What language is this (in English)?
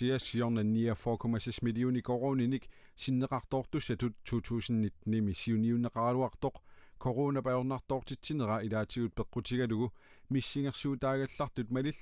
Kalaallisut